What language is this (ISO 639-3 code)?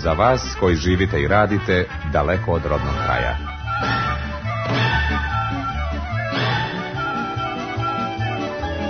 srp